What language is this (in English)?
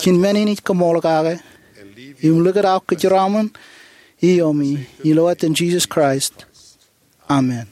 Marshallese